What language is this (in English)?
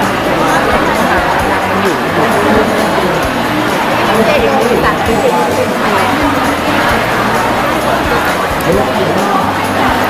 Thai